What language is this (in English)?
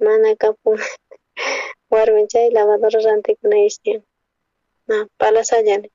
South Bolivian Quechua